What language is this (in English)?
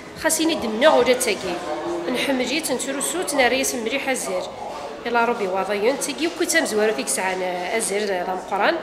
Kabyle